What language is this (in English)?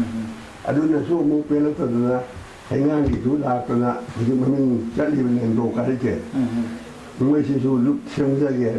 Manipuri